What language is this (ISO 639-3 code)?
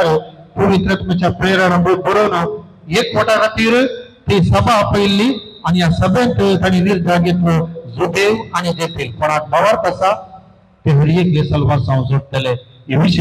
kok